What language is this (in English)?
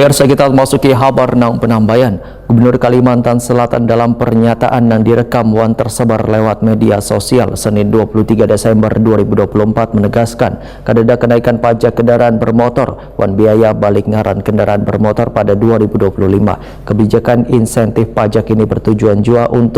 Banjar